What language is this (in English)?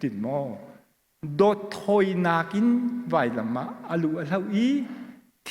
Hakha Chin